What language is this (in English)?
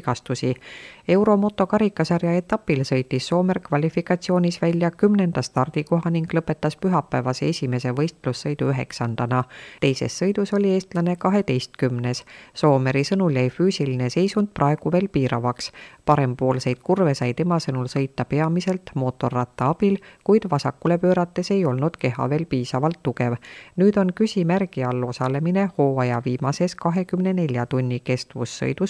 Estonian